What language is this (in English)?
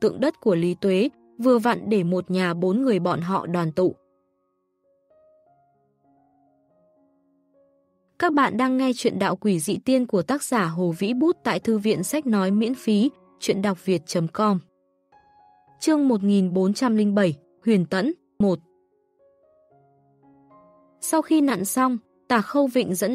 Vietnamese